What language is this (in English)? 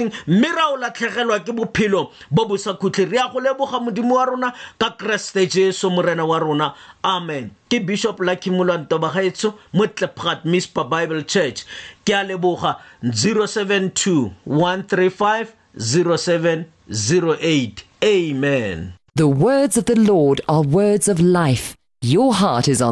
Tswana